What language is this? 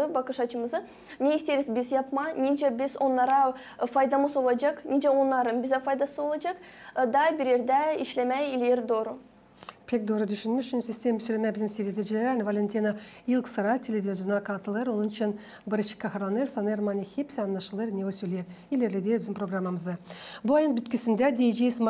Gagauz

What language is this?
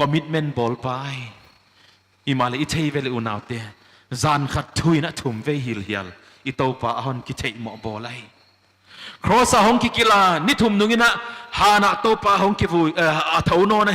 Paite Chin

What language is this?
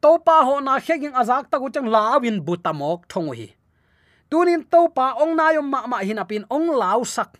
Tedim Chin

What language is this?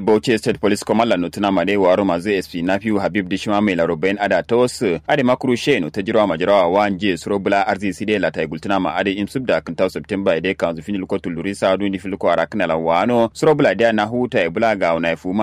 Kanuri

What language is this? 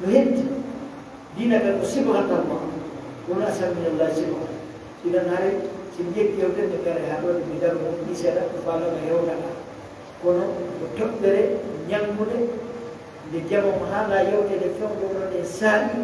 Fula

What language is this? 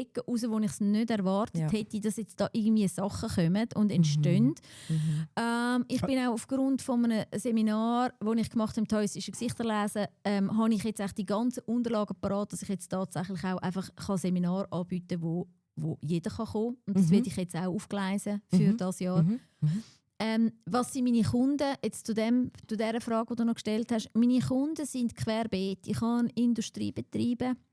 Swiss German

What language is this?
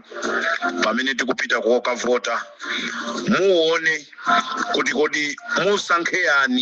Nyanja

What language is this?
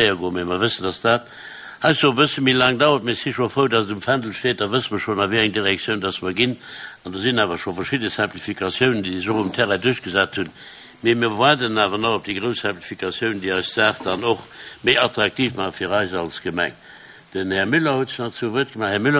Luxembourgish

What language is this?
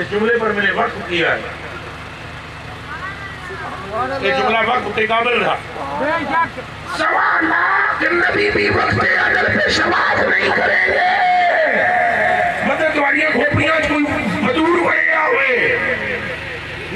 Urdu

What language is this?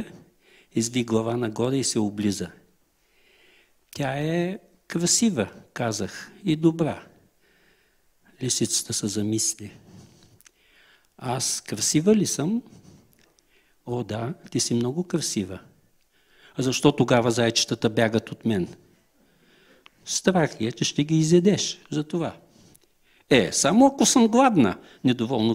Bulgarian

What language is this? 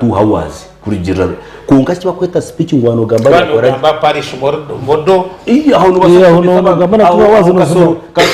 Nyankole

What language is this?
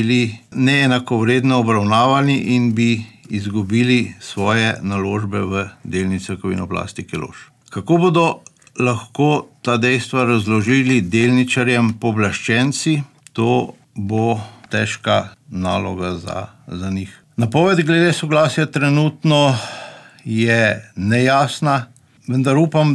Slovenian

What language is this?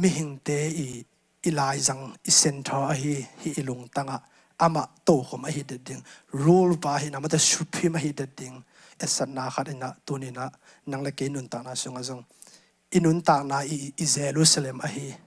Tedim Chin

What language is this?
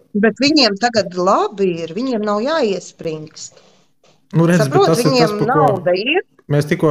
Latvian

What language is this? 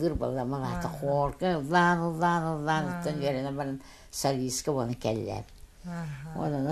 Yakut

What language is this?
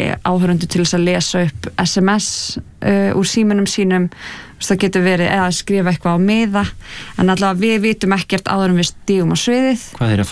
Icelandic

